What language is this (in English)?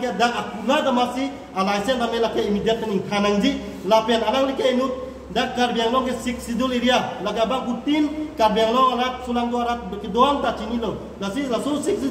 Karbi